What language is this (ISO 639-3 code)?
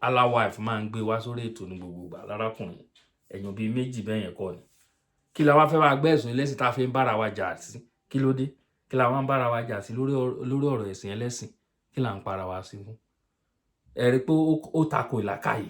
yor